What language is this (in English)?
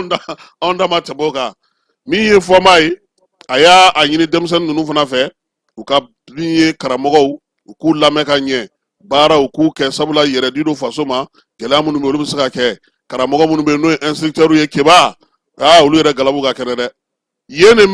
Bambara